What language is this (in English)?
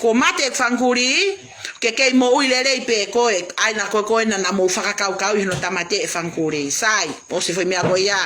Tongan